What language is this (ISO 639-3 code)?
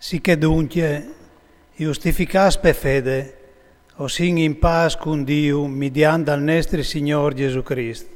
fur